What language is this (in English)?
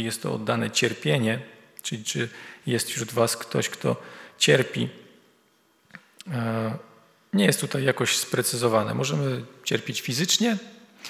Polish